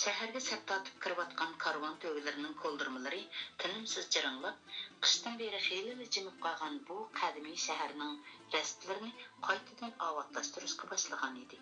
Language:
Uyghur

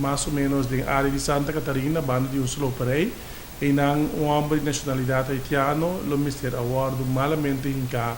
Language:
Papiamento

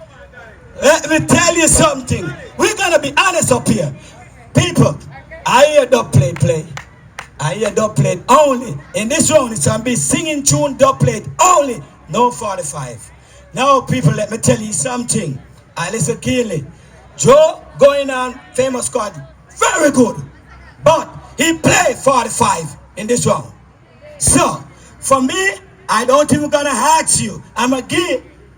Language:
Jamaican Creole English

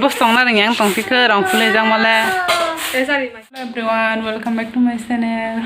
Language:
Kok Borok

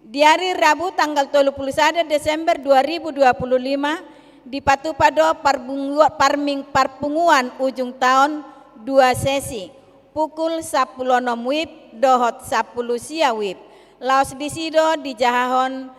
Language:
Batak Toba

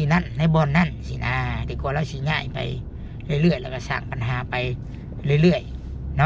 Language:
Lao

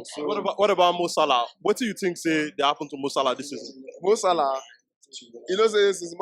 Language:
Nigerian Pidgin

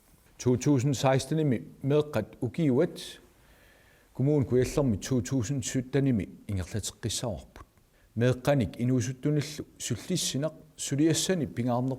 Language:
Kalaallisut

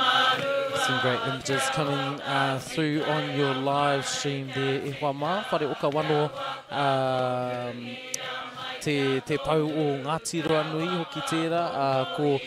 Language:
Māori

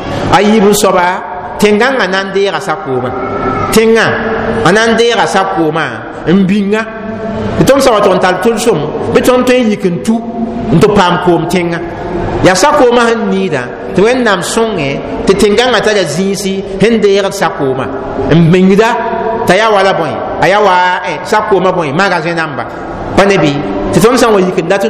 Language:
Mossi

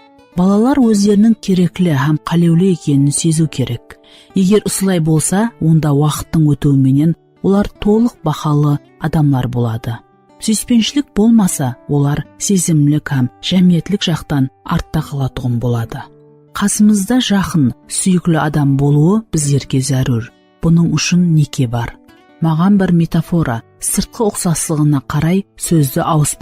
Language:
Kara-Kalpak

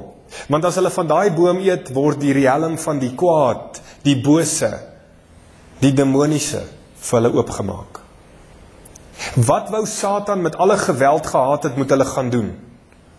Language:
Afrikaans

